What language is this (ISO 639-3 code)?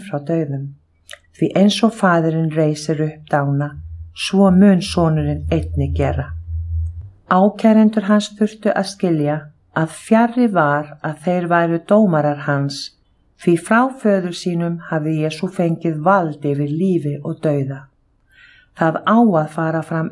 isl